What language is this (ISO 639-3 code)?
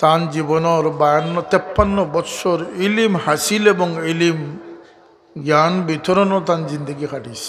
syl